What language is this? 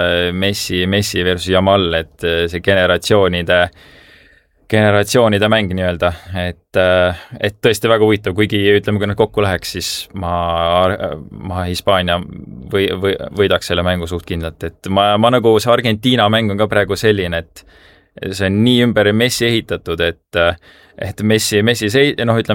Estonian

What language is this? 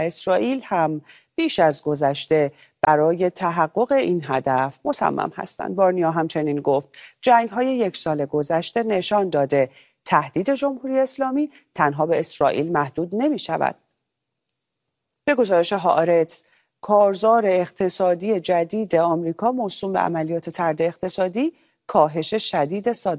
Persian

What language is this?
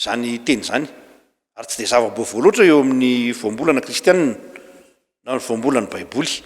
Malagasy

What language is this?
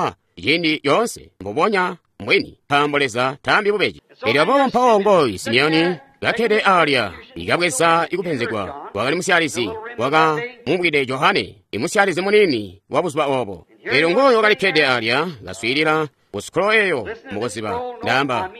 Tonga (Zambia)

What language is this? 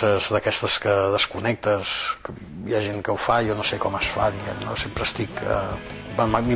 Catalan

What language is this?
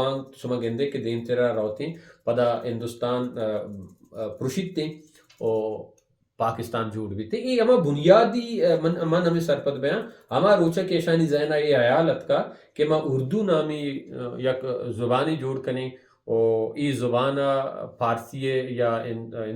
Baluchi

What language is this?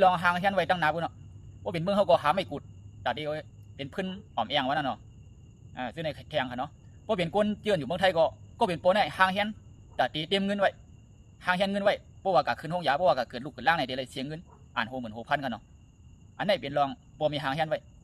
Shan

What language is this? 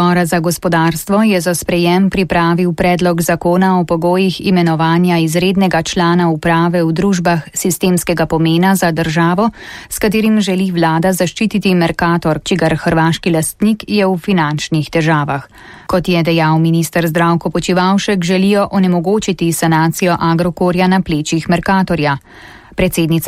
Slovenian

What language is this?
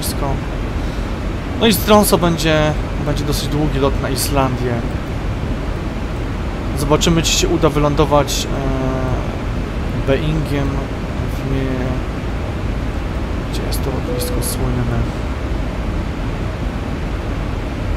Polish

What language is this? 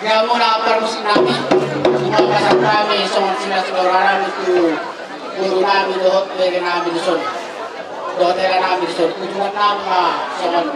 Batak Toba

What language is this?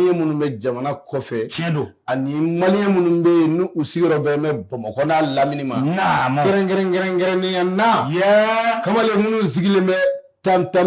Bambara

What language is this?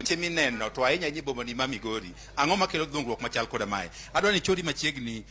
Luo (Kenya and Tanzania)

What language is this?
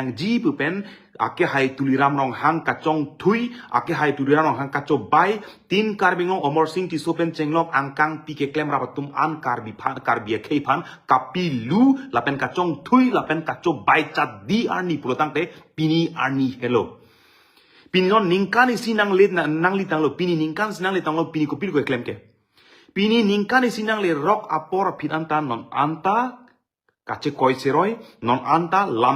Karbi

